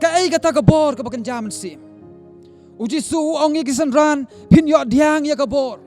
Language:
Khasi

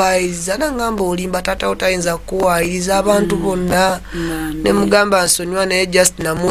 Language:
Ganda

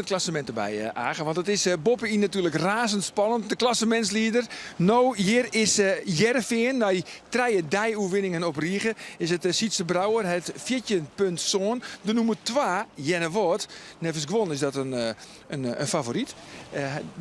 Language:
Western Frisian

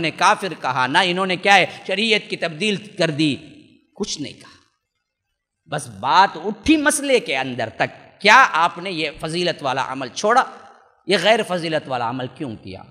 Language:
Urdu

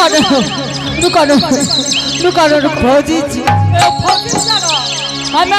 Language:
Angika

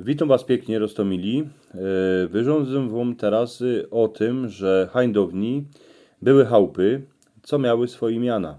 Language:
Silesian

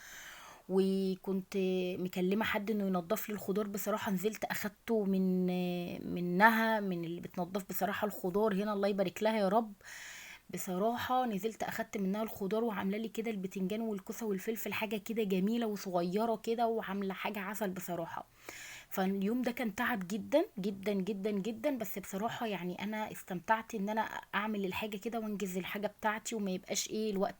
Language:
Egyptian Arabic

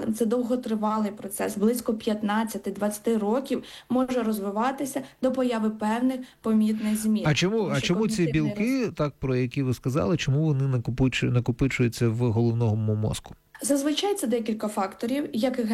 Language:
Ukrainian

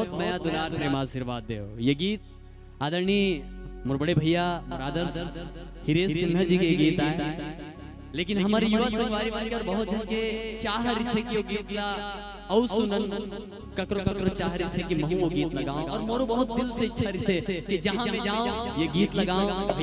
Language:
Chhattisgarhi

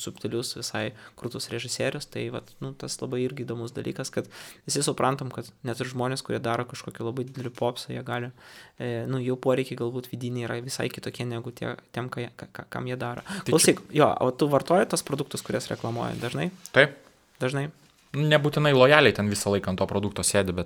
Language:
Lithuanian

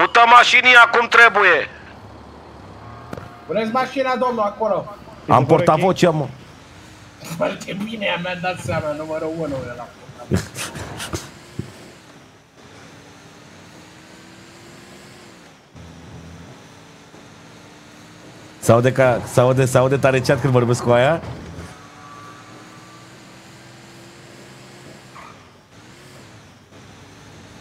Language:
Romanian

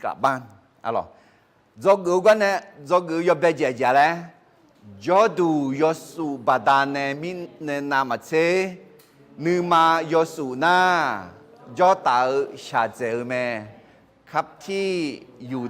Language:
Akha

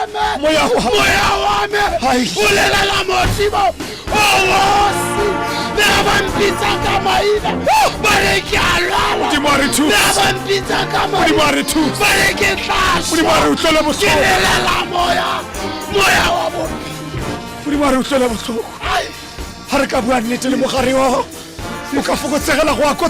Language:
Tswana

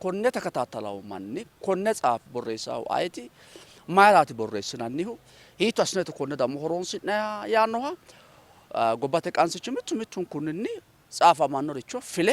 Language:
Sidamo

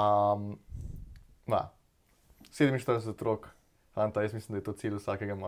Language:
Slovenian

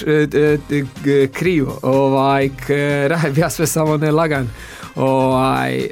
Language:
Croatian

